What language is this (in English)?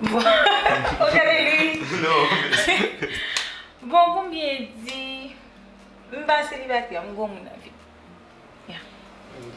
Haitian Creole